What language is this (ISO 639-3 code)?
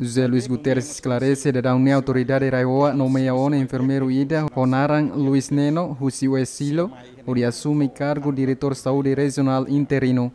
tet